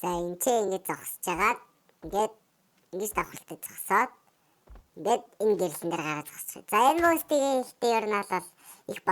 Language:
Mongolian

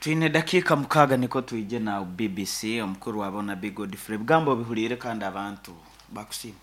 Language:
Nyankole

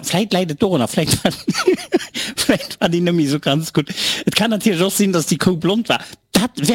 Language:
Luxembourgish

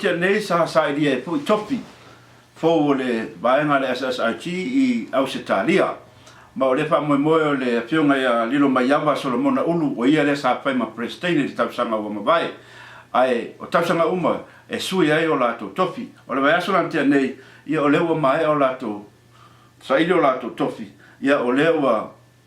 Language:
Samoan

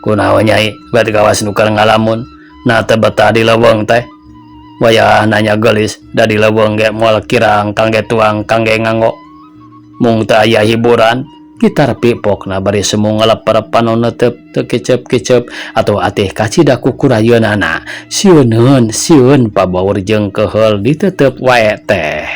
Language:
Sundanese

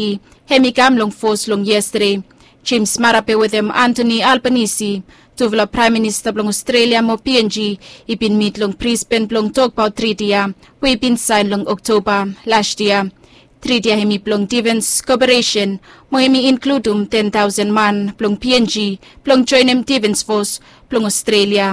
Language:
Bislama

